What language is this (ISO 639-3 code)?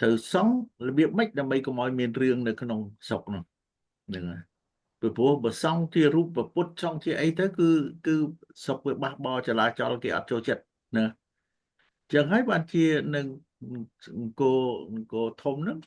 khm